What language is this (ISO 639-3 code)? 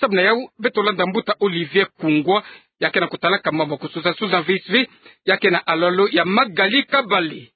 ktu